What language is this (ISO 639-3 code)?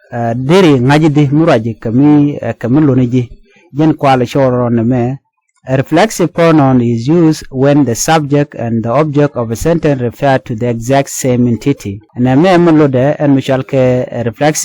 nus